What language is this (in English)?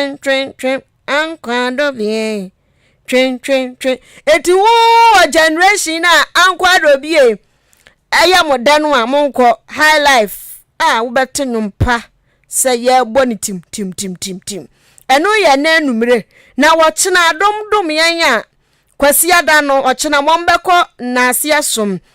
Akan